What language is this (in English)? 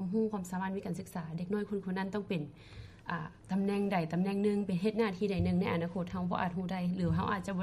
Lao